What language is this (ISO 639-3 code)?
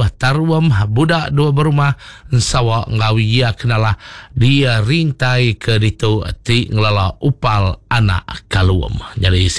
iba